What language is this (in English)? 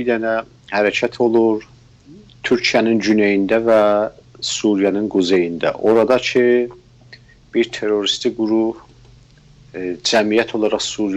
South Azerbaijani